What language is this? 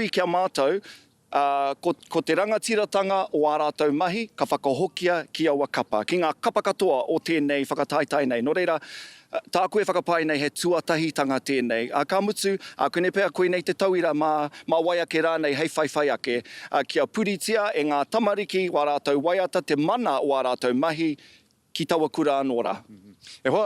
Māori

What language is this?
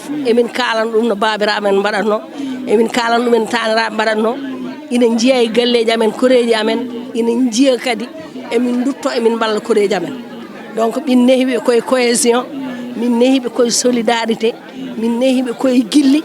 Fula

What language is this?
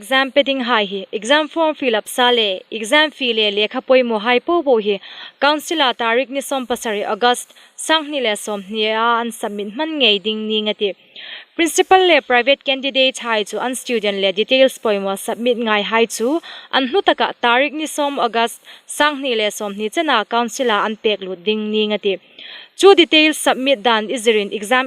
Hmar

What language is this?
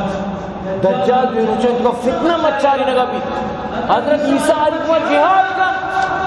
Baluchi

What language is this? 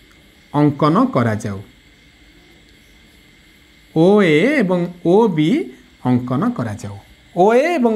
Odia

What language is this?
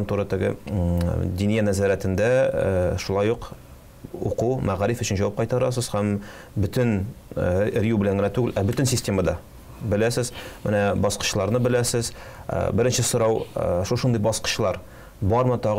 Tatar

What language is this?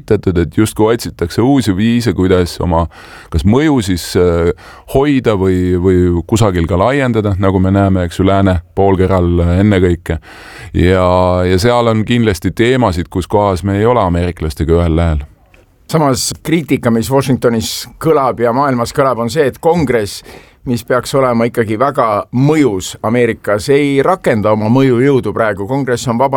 Estonian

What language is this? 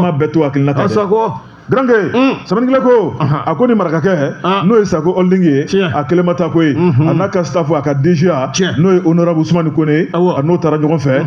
Bambara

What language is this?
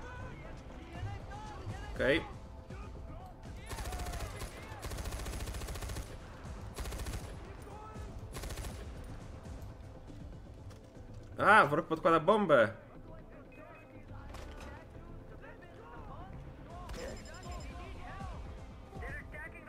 Polish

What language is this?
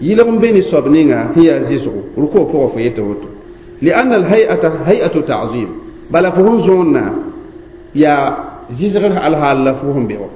Mossi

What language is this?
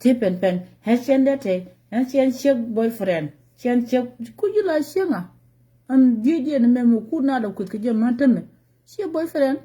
Nuer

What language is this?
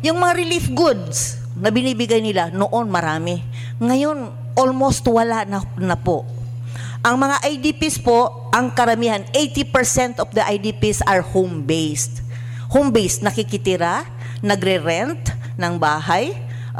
Filipino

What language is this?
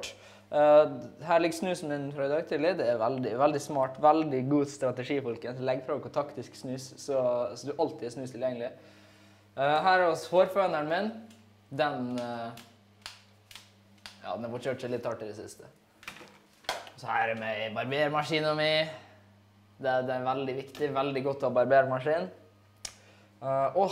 Norwegian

